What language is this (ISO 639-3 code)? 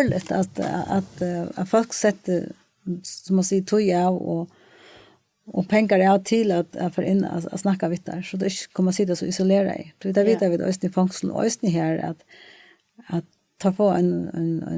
fao